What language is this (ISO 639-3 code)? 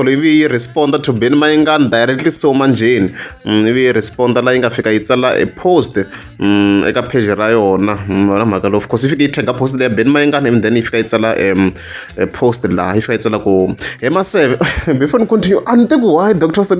tso